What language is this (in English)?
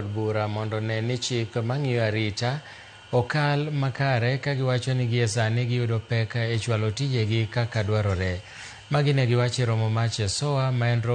Luo (Kenya and Tanzania)